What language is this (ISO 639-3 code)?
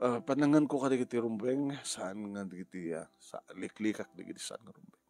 ilo